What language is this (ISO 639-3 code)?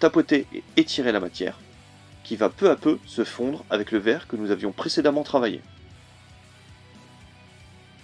fra